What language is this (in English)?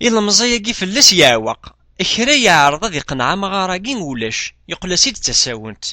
Kabyle